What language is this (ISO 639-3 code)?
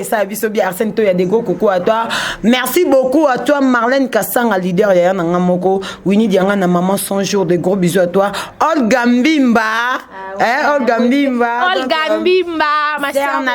lin